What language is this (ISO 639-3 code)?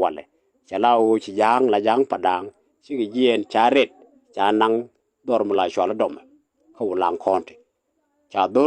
nus